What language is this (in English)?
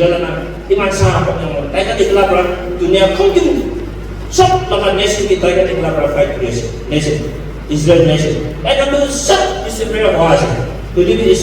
Naga Pidgin